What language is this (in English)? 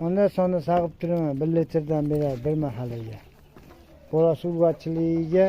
Uzbek